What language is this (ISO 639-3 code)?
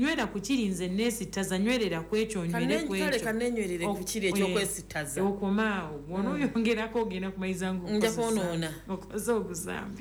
lug